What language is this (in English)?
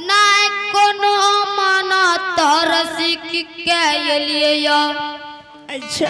Angika